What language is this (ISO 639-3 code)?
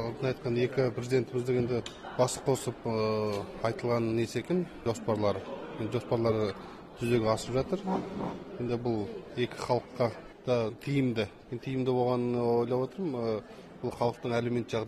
kaz